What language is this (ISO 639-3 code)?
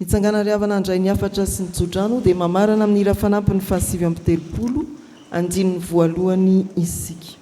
mlg